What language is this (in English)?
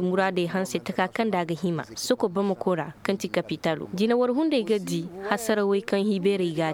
Koyraboro Senni